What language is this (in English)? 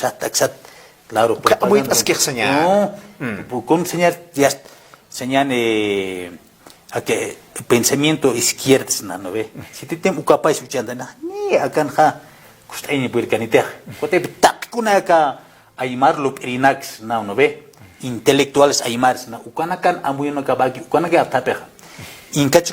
Aymara